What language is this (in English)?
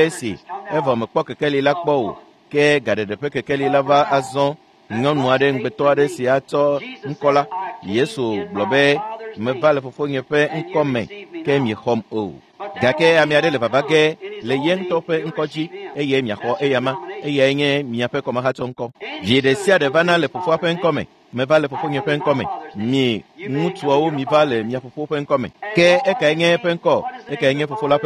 Ewe